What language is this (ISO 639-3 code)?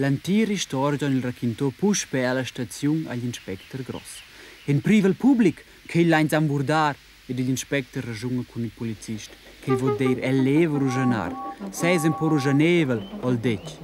roh